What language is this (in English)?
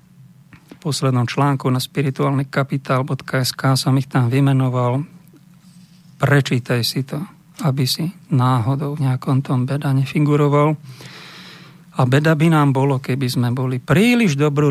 Slovak